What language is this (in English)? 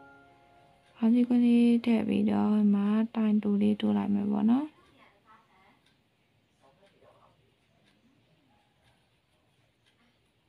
Burmese